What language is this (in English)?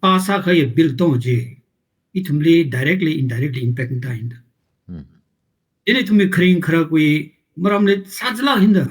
Tangkhul Naga (India)